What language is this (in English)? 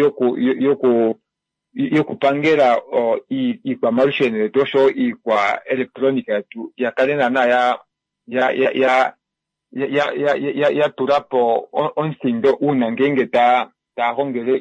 Kuanyama